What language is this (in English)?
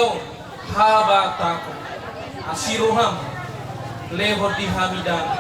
Batak Toba